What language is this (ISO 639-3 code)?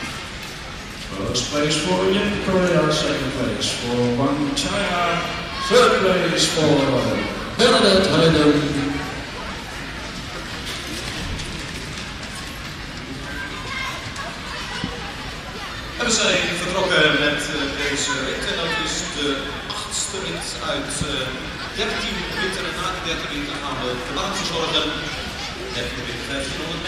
nld